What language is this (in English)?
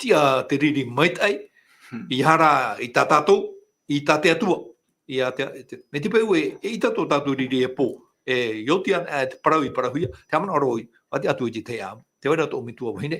Tahitian